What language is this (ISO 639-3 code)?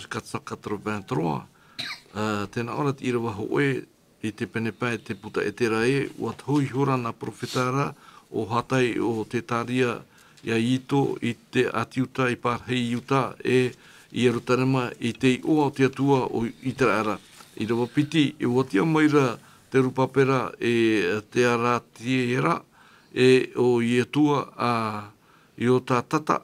tah